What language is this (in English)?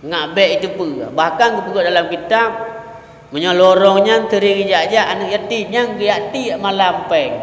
Achinese